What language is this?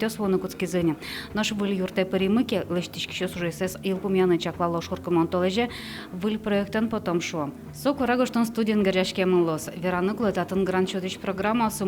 Udmurt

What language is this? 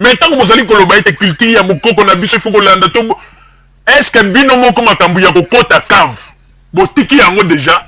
Lingala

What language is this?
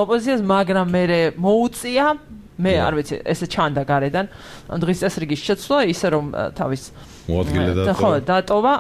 Georgian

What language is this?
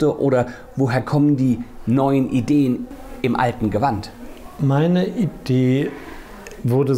German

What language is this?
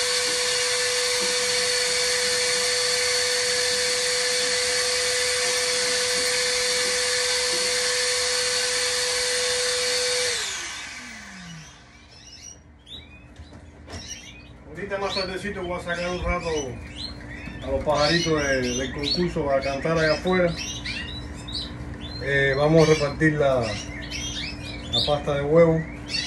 Spanish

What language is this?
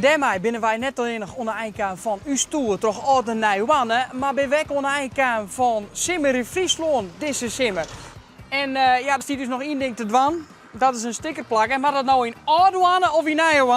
Western Frisian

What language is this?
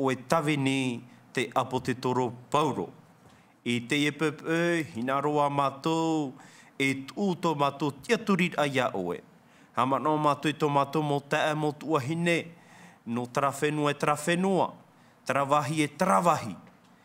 Tahitian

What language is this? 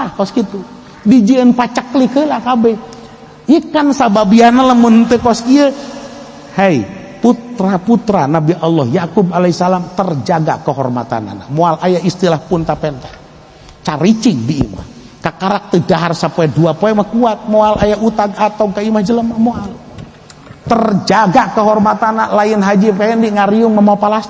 Sundanese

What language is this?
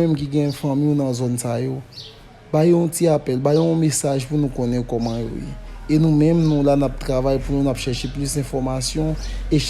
Haitian Creole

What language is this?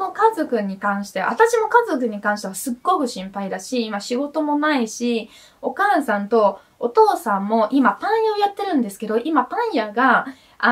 Japanese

